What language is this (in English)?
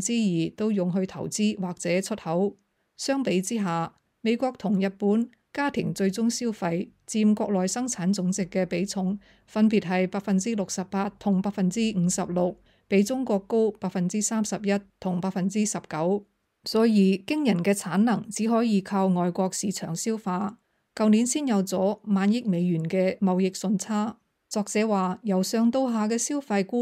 Cantonese